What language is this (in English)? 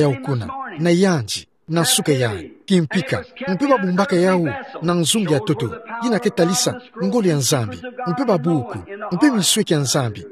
Kituba (Democratic Republic of Congo)